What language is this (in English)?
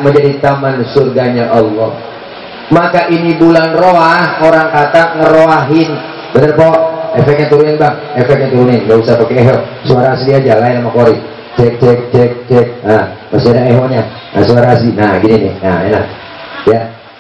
Betawi